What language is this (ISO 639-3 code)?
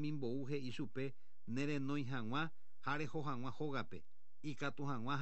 grn